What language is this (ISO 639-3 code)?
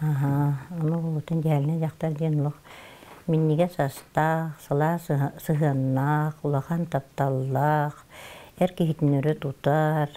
sah